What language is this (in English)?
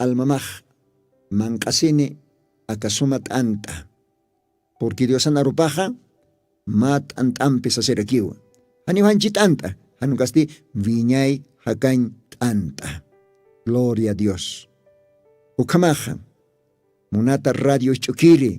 Aymara